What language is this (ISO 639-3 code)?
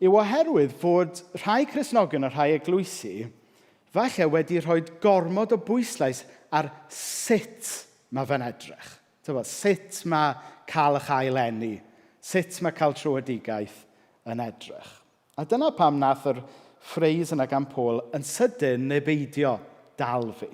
cym